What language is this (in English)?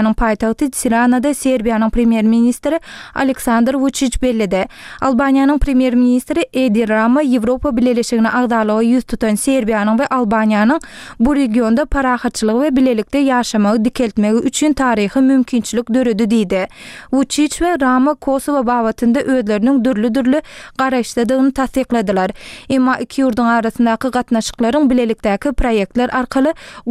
Turkmen